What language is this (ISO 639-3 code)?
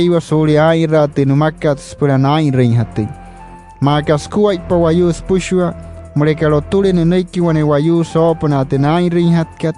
guc